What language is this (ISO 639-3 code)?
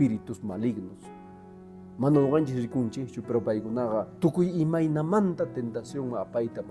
que